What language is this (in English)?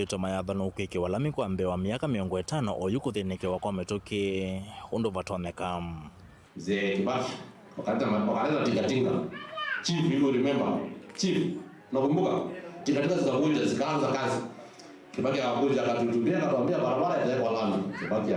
Kamba